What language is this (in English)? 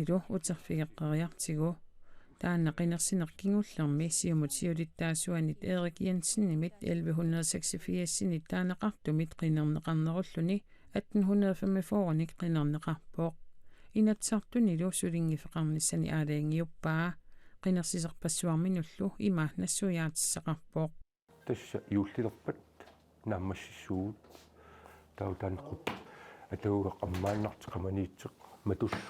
Kalaallisut